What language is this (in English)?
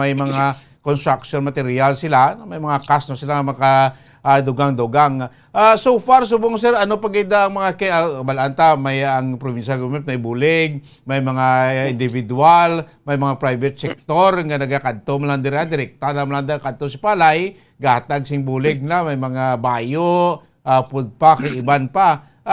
Hiligaynon